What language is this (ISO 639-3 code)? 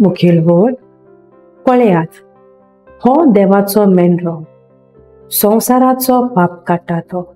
kok